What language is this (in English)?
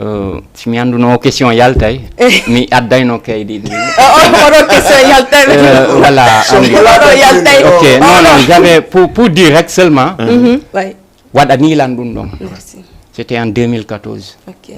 Fula